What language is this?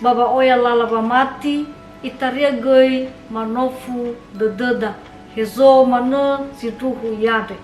Nias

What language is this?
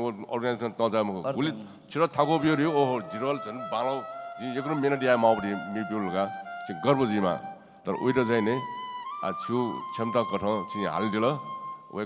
Newari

